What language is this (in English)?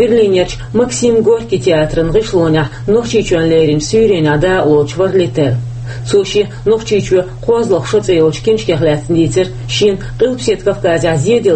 Chechen